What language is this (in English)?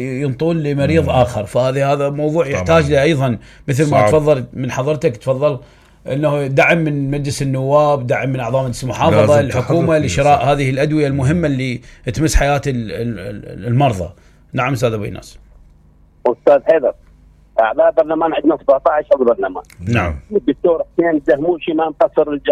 Mesopotamian Arabic